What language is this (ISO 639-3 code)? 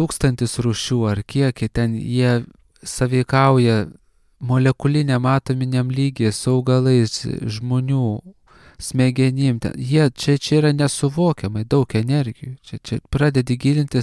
lit